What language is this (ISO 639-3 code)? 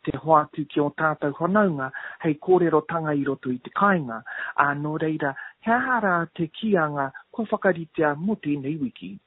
mri